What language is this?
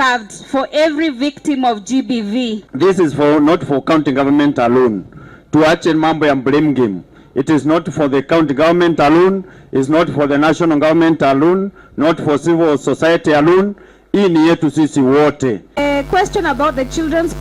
Meru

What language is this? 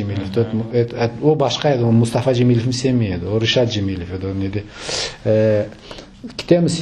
Crimean Tatar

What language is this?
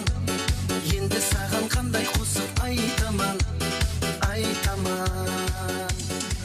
Kazakh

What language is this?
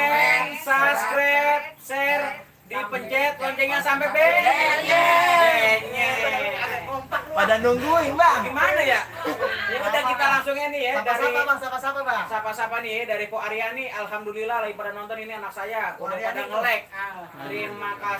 Betawi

